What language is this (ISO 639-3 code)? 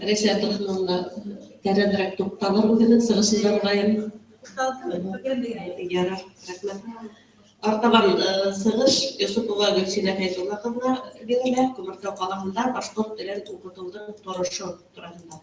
bak